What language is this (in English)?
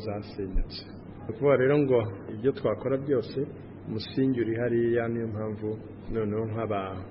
Kinyarwanda